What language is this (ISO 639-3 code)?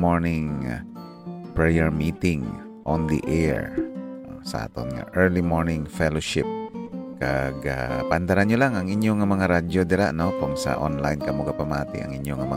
hil